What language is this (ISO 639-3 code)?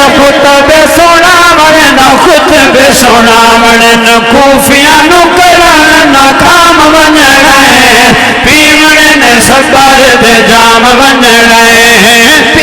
skr